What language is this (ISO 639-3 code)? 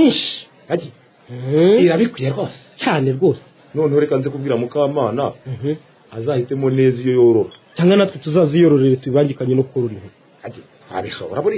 kin